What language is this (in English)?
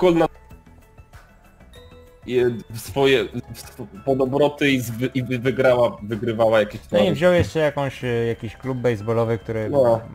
Polish